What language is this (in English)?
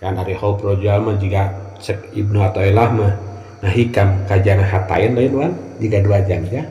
Sundanese